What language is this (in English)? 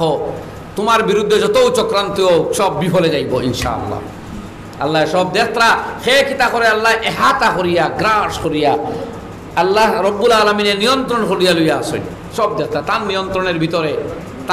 Sylheti